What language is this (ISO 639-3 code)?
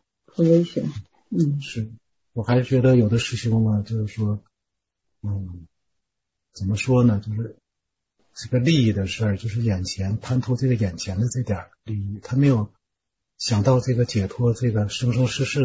zho